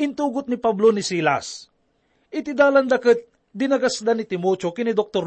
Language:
Iloko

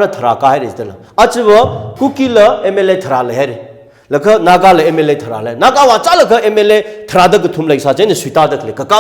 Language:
Tangkhul Naga (India)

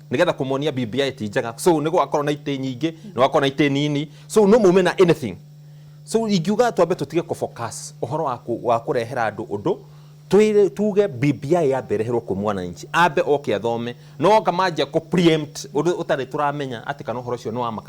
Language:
Kikuyu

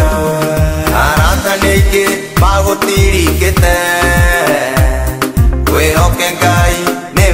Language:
Kikuyu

